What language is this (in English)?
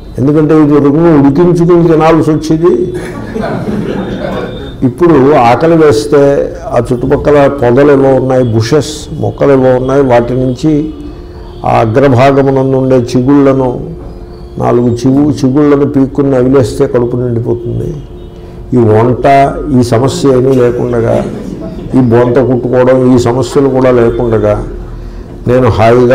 Telugu